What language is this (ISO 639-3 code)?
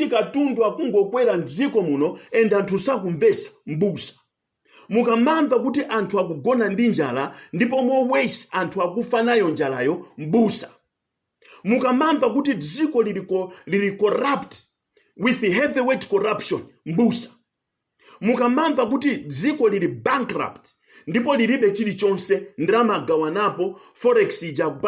nya